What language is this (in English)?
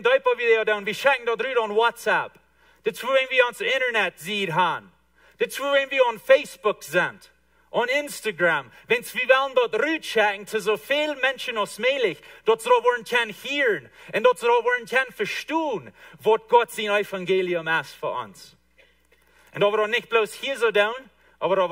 Plautdietsch